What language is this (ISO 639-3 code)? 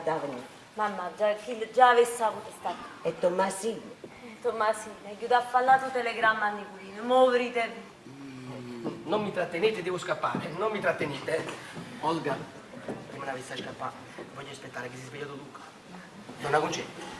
nap